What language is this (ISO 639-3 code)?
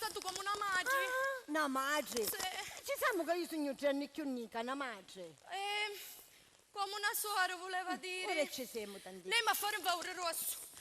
scn